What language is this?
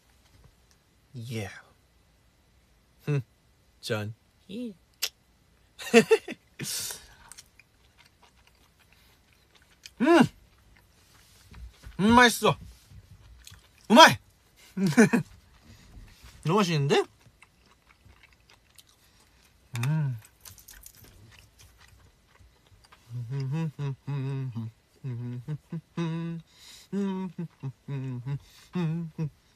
Korean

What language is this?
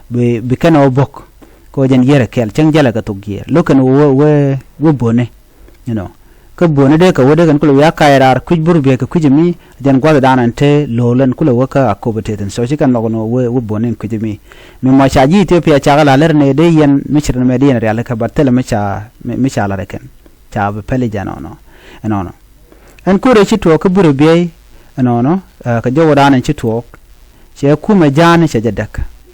Nuer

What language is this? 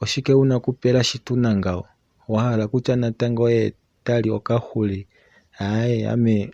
Kuanyama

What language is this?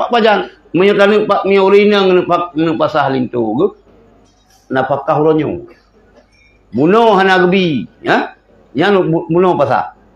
Achinese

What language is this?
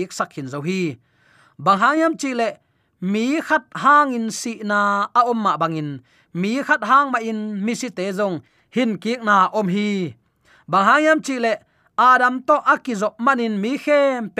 Tedim Chin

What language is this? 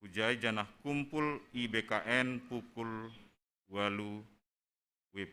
Batak Simalungun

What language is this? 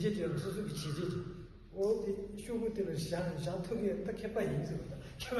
Tibetan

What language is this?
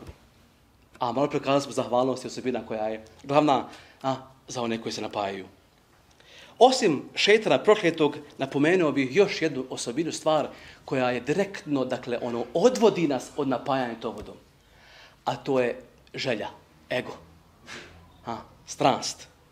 Bosnian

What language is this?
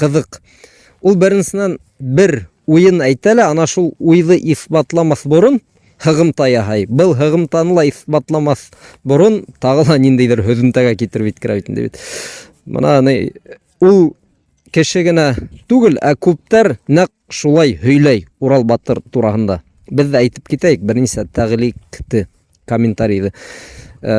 Bashkir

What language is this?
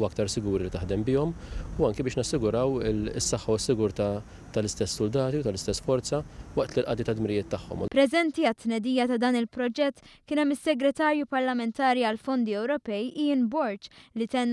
Maltese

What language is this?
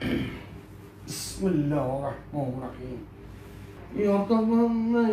Uzbek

